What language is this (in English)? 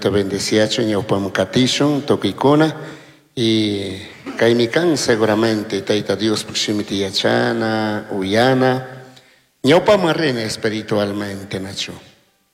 Chimborazo Highland Quichua